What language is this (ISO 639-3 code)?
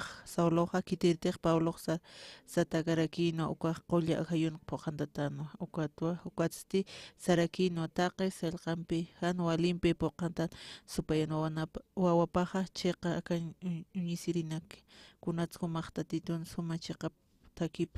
aym